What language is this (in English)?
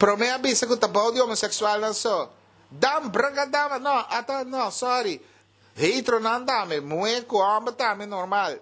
Papiamento